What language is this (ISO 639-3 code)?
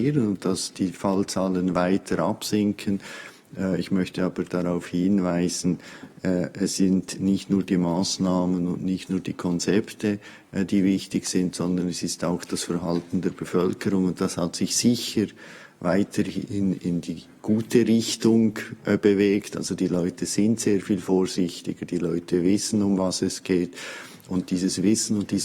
gsw